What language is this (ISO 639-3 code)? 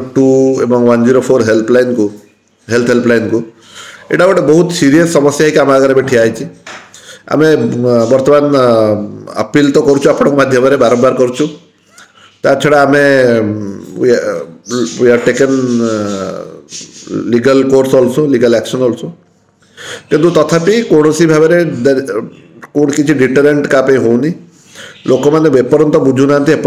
ori